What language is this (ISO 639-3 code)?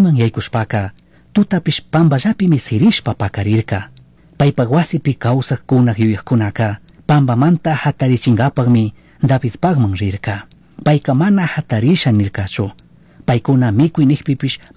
qug